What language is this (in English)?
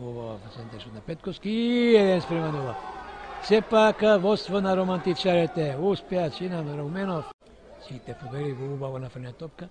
Macedonian